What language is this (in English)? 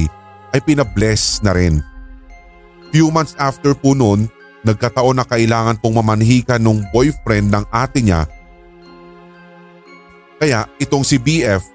Filipino